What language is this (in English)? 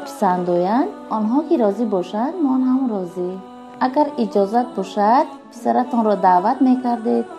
Tajik